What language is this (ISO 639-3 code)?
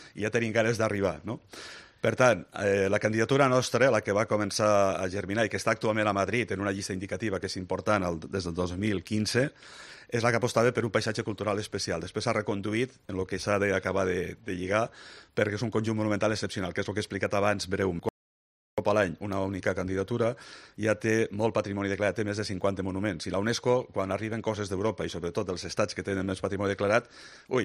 cat